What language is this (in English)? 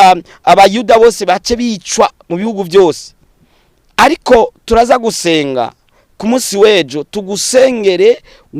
Rundi